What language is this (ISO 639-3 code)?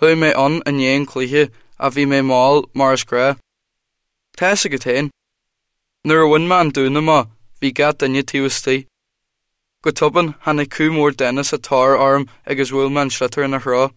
gle